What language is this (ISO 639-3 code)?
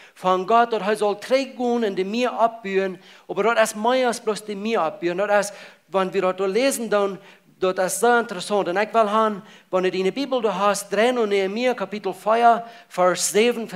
pdt